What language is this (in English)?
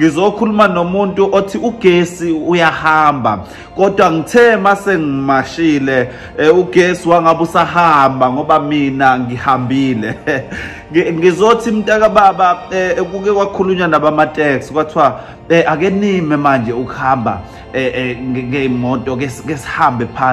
Zulu